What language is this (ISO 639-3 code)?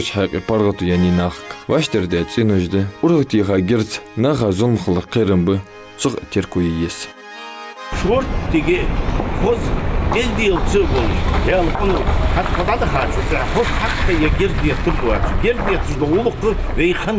inh